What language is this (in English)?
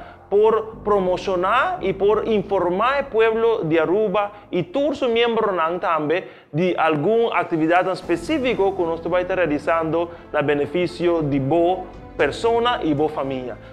Papiamento